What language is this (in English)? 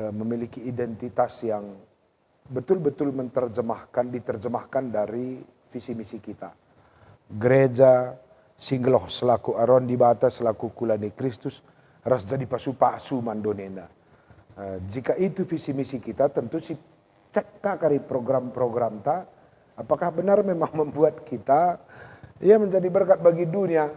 Batak Karo